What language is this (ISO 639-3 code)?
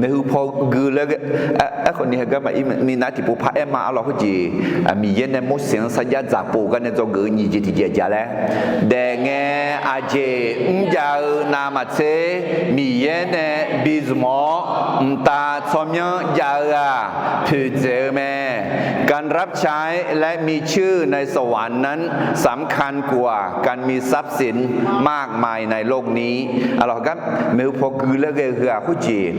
ahk